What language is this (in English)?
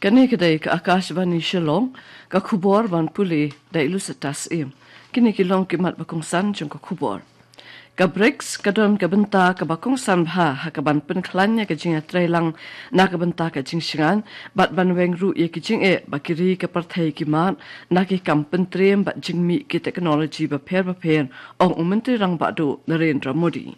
Khasi